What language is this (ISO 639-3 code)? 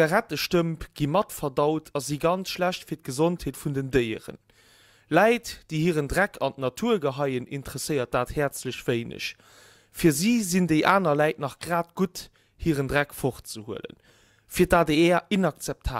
ltz